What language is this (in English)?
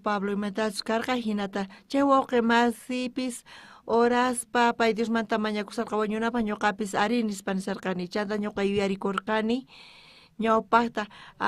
South Bolivian Quechua